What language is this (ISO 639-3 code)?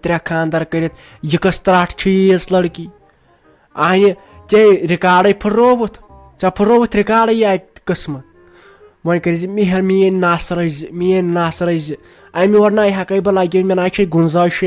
kas